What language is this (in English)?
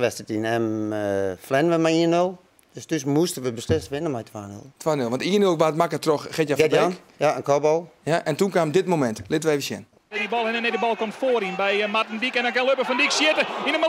Western Frisian